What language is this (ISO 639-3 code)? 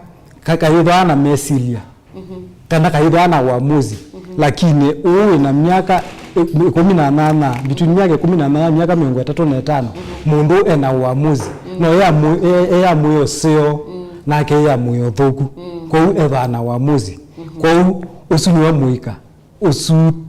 kam